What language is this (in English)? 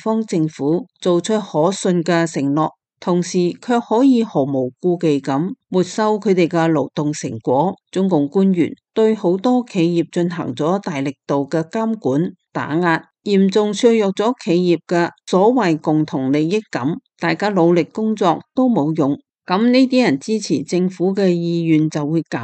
Cantonese